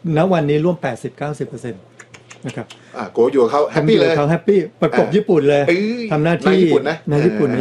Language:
Thai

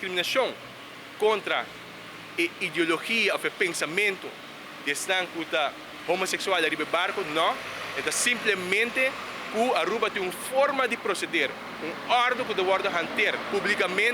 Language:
Papiamento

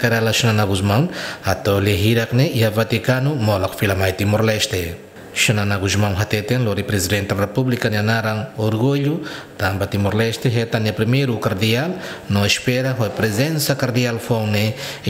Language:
Tetum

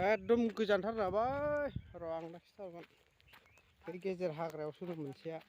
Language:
Bodo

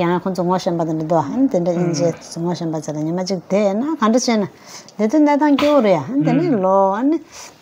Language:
Tibetan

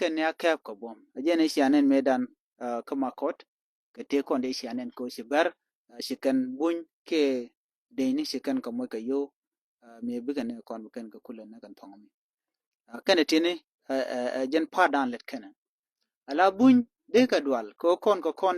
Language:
Nuer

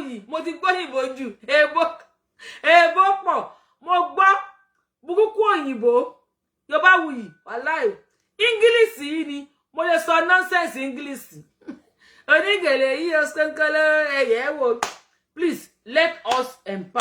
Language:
Yoruba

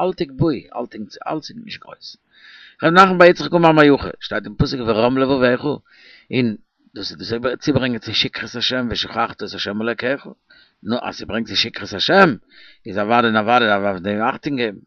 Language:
Yiddish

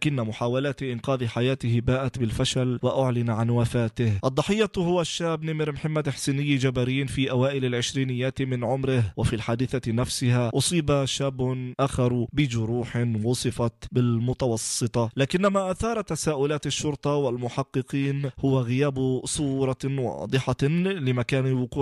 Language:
Arabic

